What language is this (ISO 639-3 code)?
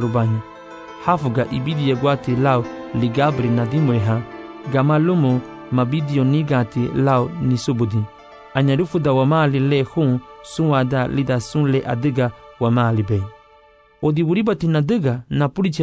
cab